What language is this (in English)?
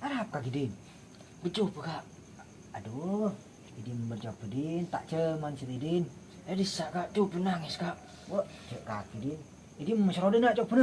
Madurese